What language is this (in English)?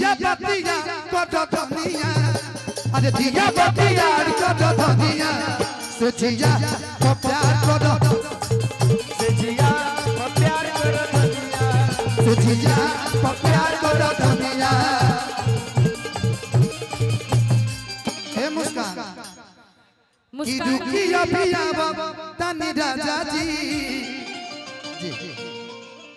Bhojpuri